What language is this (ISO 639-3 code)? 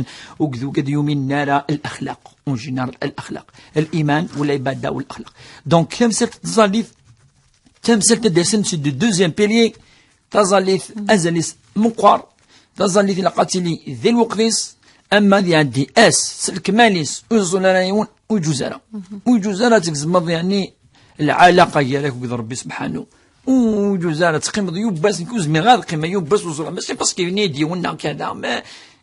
kab